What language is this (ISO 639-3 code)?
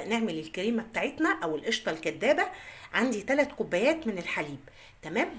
arz